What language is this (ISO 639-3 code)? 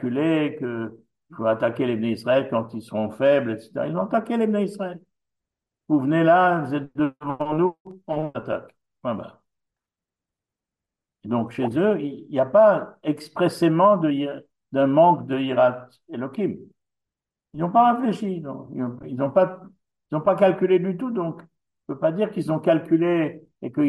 fra